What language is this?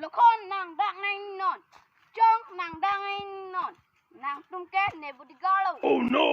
Karbi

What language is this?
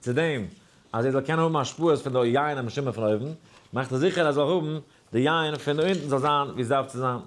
Yiddish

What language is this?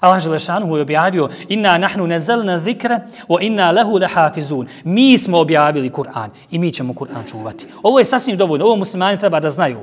Bosnian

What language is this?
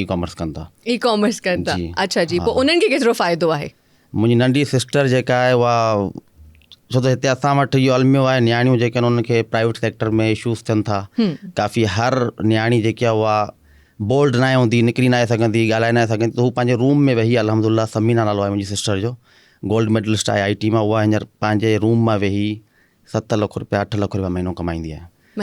Sindhi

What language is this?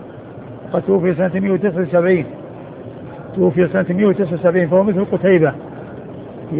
Arabic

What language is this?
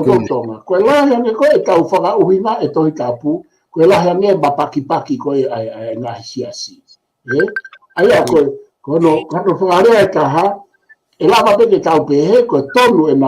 Tongan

